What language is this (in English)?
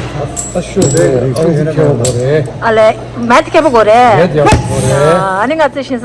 Tibetan